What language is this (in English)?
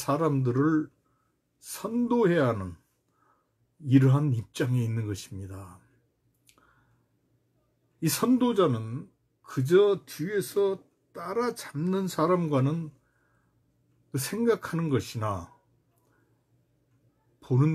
Korean